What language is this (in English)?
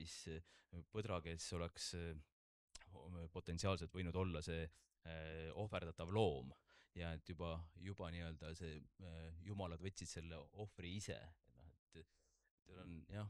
Estonian